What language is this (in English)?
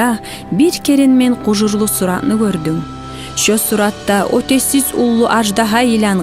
Kumyk